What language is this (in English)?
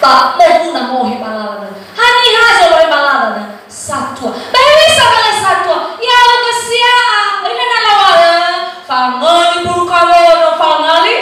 Nias